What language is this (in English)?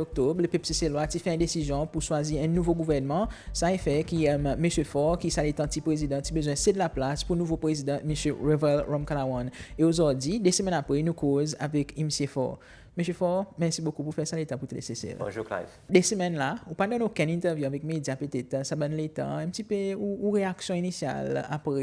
Seselwa Creole French